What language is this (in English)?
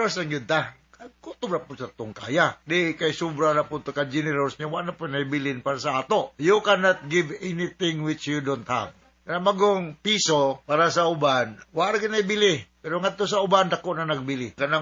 Cebuano